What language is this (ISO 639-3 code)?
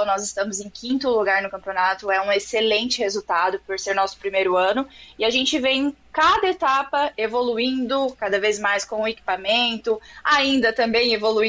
por